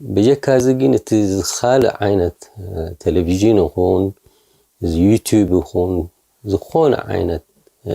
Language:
Tigrinya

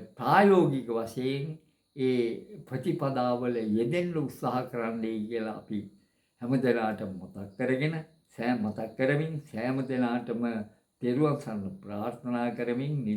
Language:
Sinhala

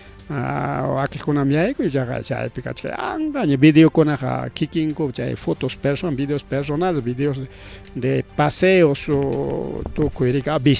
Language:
Ayacucho Quechua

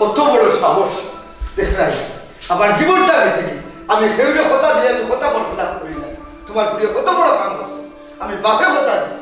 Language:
Sylheti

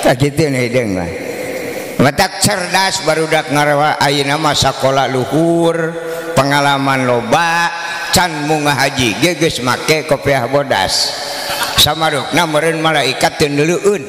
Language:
Sundanese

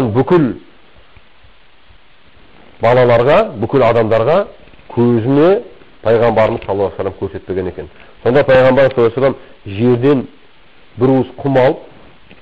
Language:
Kazakh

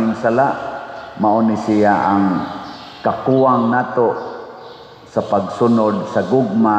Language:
Cebuano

